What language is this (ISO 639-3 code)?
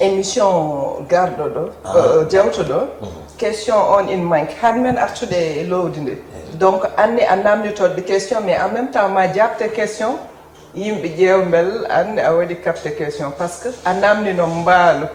ful